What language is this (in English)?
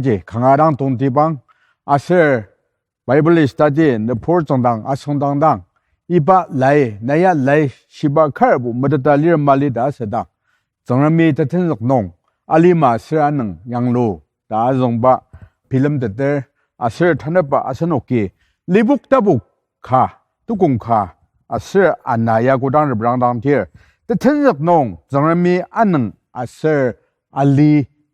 Ao Naga